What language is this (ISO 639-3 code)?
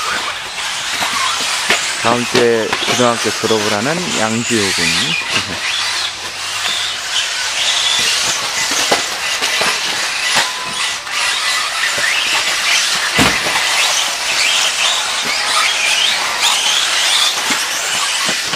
kor